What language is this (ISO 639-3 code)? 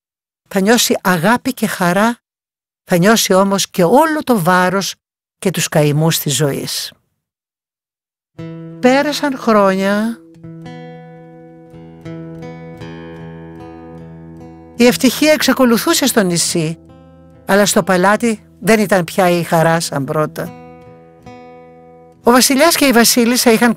ell